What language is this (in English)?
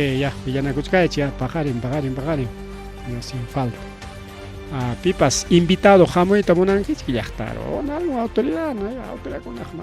Ayacucho Quechua